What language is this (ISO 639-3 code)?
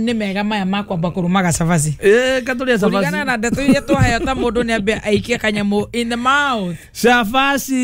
kik